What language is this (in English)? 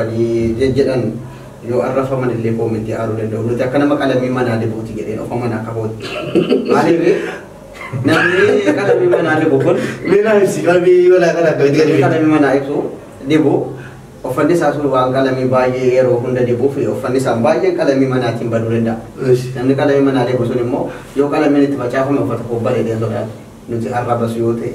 Oromo